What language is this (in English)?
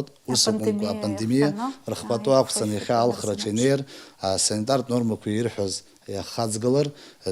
Abkhazian